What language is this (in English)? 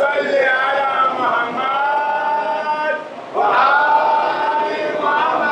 Dagbani